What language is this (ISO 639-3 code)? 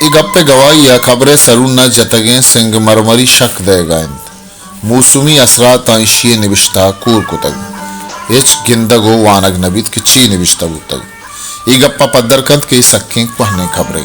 bal